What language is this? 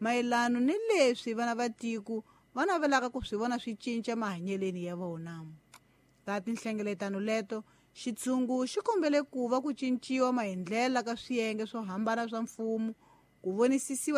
Tsonga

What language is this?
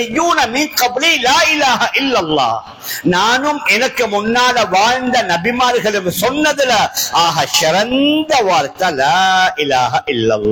Tamil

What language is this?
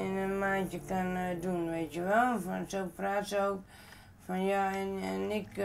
Western Frisian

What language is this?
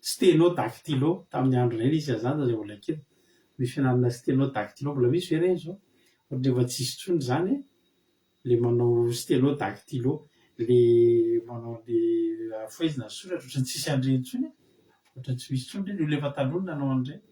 Malagasy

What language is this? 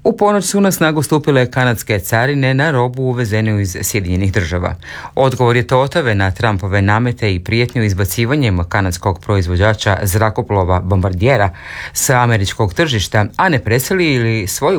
Croatian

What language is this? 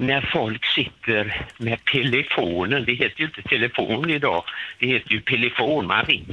Swedish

